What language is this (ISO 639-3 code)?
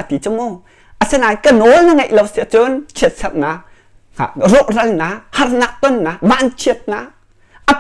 cnh